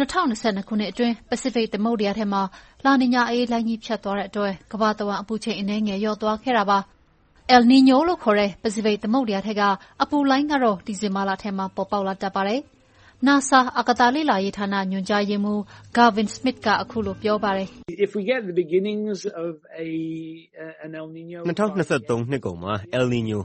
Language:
Burmese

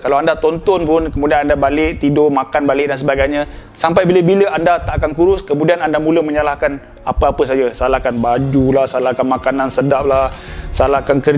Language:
Malay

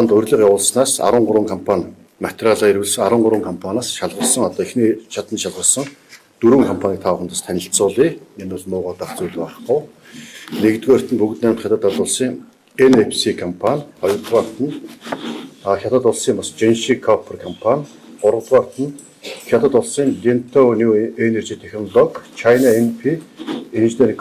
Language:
Mongolian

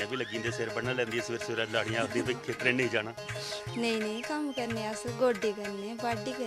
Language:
Dogri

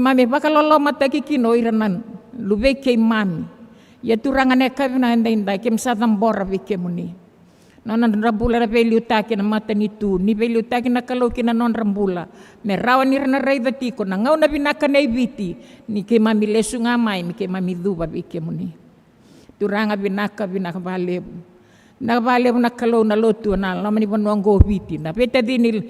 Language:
Fijian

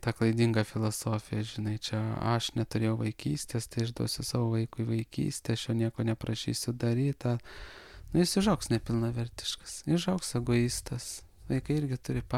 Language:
Lithuanian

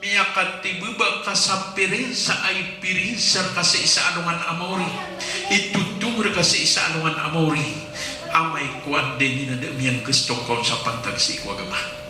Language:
Maranao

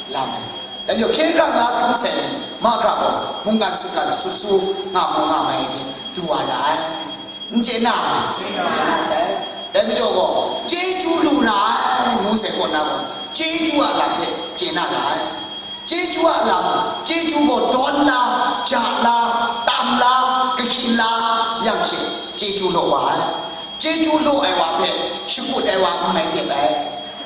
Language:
Kachin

